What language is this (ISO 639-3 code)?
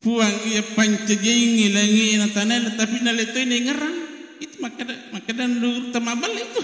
bug